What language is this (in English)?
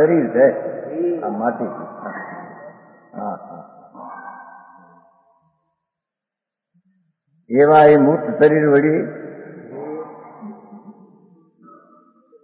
Gujarati